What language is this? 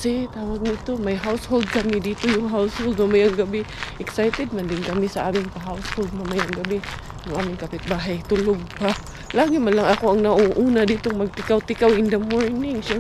Filipino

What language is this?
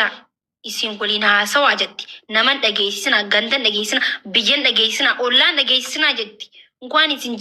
Oromo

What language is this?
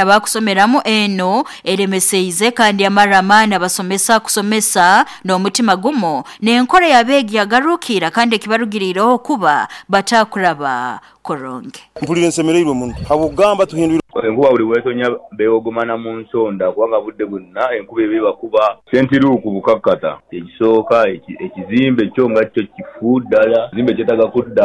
Nyoro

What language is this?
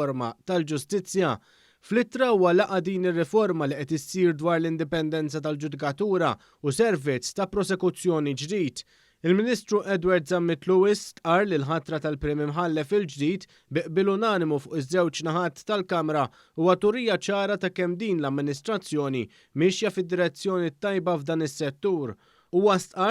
Maltese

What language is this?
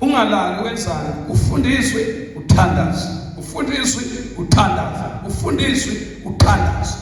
Zulu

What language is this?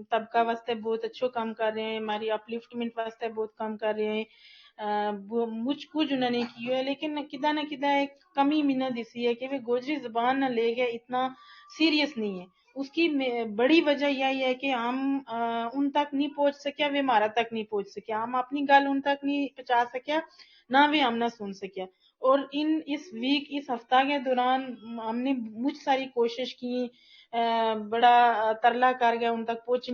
Gujari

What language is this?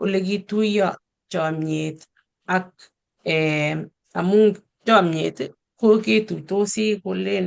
Kalenjin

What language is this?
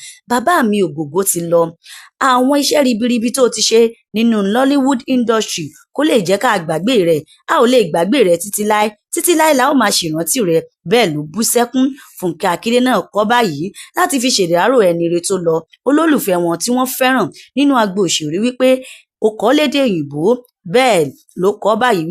Yoruba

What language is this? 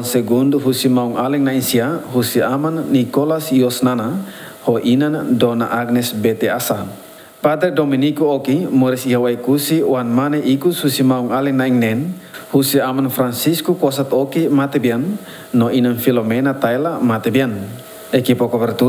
Tetum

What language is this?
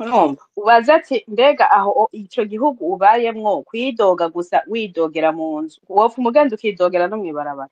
Rundi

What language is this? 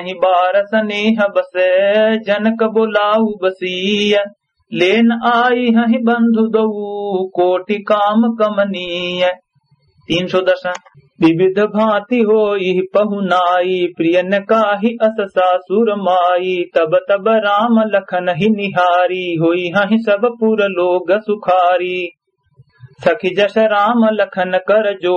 Awadhi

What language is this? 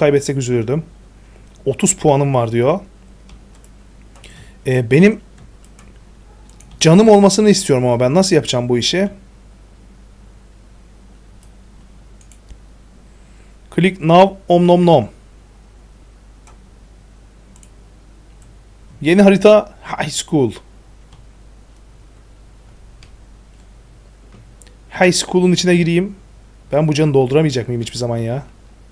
Turkish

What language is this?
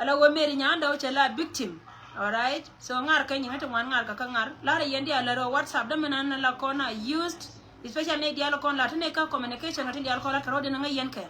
Nuer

